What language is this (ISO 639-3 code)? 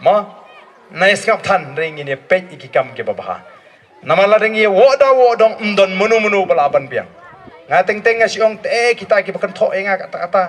kha